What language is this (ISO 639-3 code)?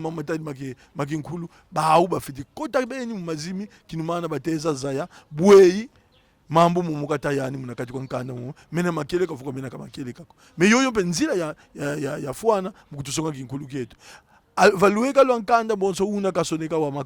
kon